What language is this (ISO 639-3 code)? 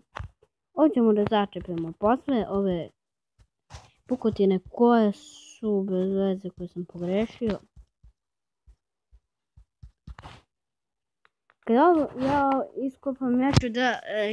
srp